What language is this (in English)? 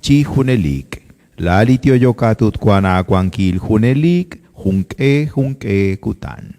Kekchí